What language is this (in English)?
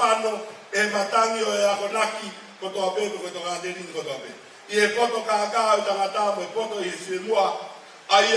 Tongan